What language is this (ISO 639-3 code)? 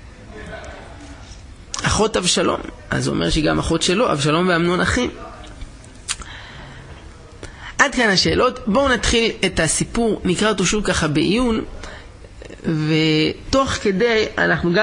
heb